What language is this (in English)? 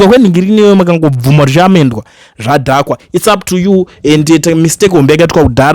Shona